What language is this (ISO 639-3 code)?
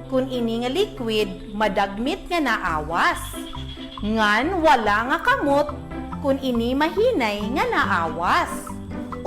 war